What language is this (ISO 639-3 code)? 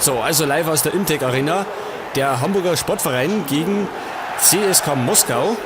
bar